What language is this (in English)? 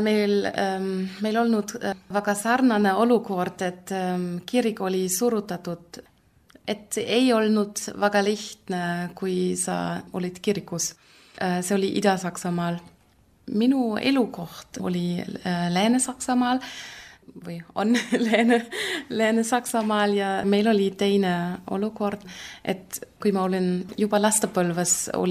Estonian